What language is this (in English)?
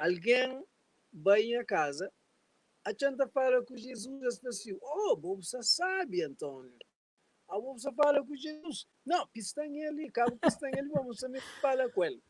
Kabuverdianu